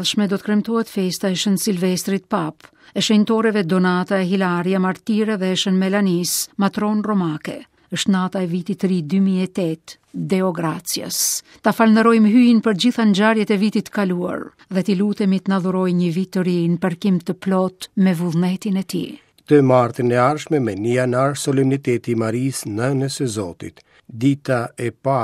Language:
Albanian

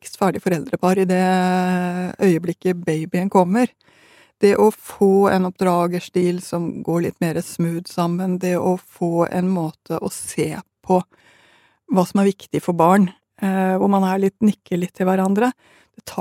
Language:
Norwegian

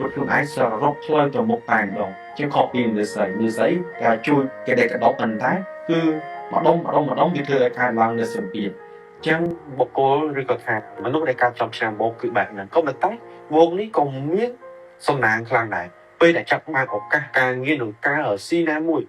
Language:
Khmer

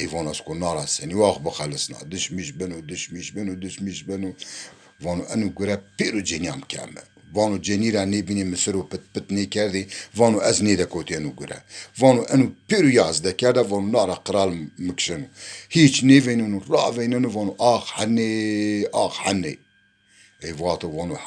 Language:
Zaza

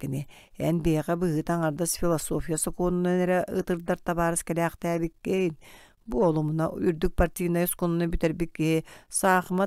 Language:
Yakut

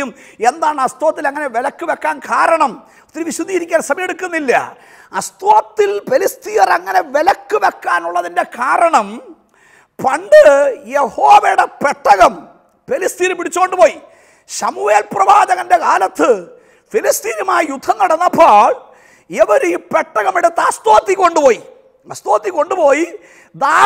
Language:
Malayalam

